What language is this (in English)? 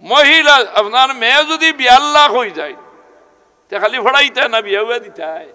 Sylheti